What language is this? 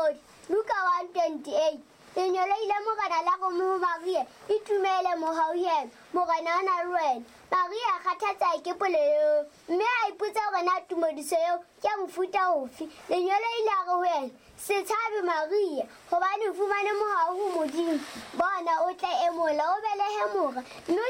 Southern Sotho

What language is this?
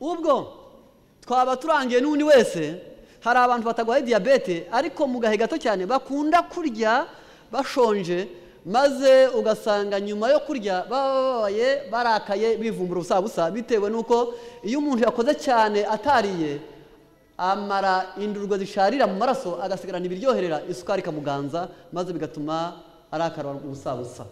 Kinyarwanda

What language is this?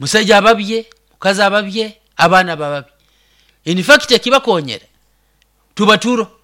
Nyoro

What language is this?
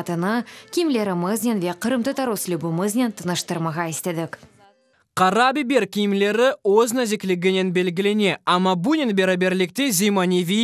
Crimean Tatar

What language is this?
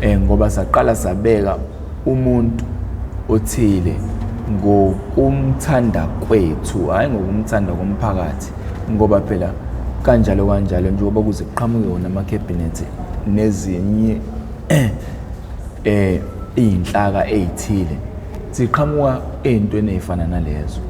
Zulu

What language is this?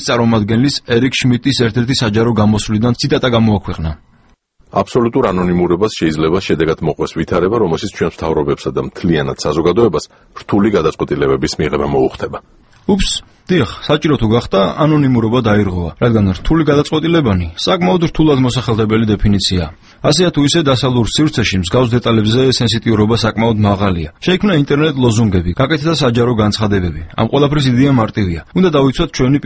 Georgian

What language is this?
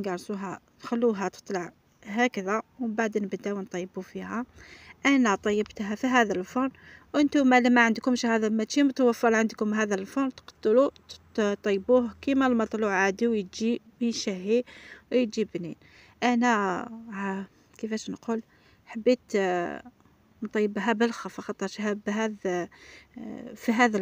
Algerian Arabic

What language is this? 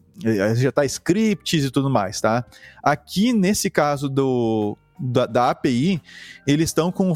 Portuguese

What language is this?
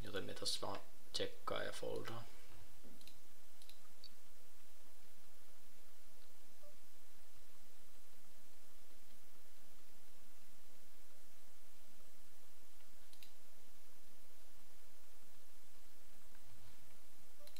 Finnish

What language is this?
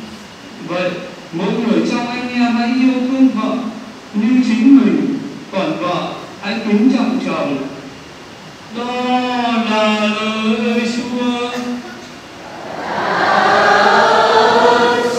Vietnamese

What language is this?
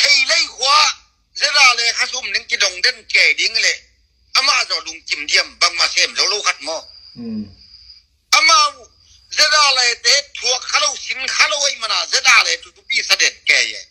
Tedim Chin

